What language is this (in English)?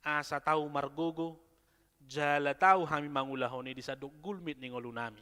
Batak Toba